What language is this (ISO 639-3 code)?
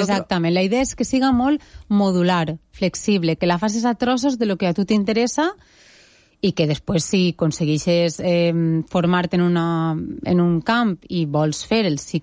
cat